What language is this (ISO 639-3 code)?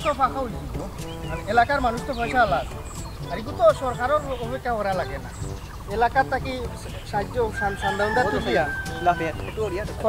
syl